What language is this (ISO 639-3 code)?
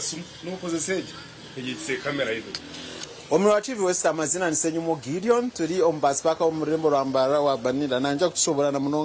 nyn